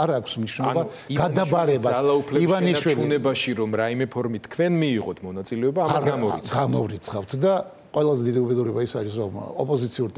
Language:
Georgian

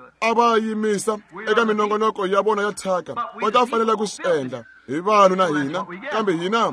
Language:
Tsonga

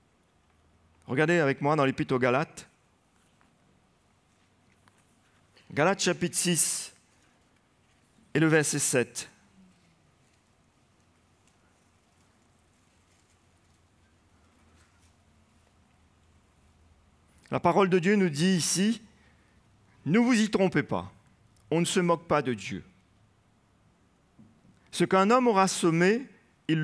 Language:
French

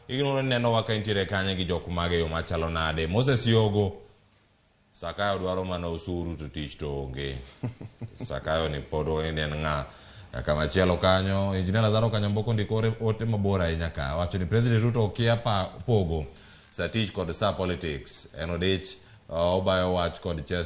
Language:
Luo (Kenya and Tanzania)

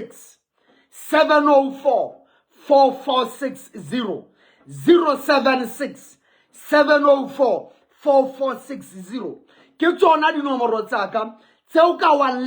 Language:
Southern Sotho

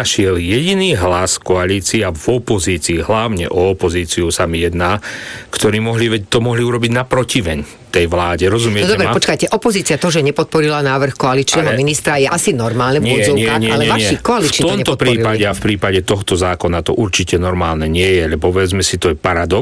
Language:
Slovak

